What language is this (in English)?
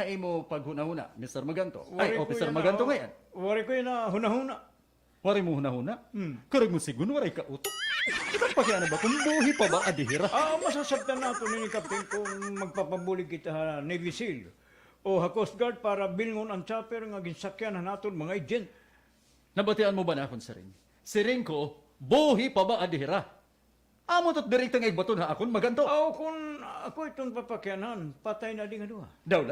Waray